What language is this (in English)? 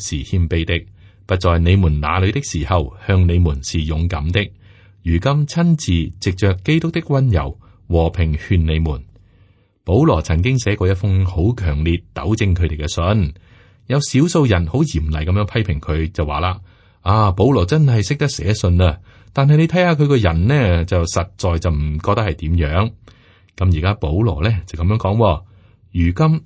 Cantonese